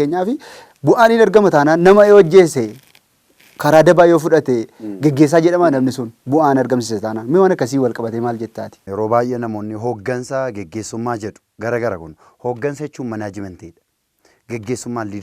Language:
Oromo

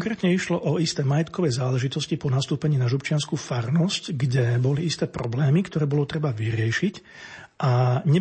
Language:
Slovak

